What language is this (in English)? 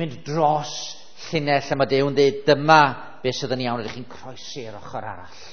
Welsh